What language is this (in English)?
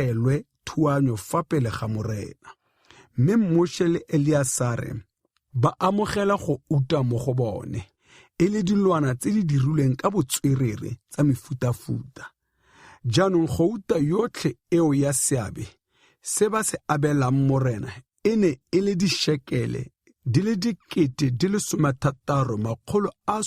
Tswana